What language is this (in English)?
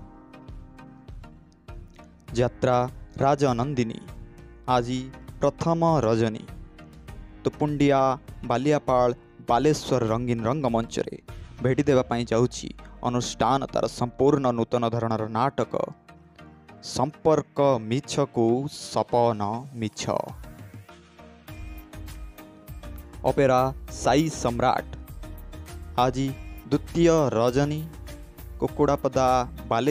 Odia